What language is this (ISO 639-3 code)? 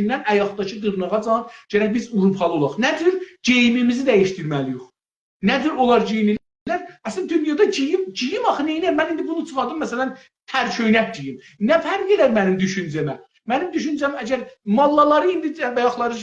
azb